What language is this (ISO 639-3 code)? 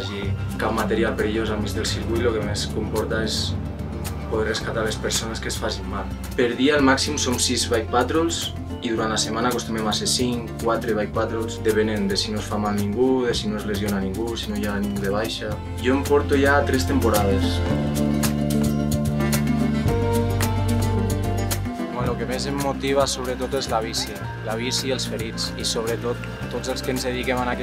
cat